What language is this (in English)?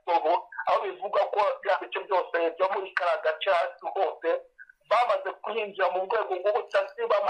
Kinyarwanda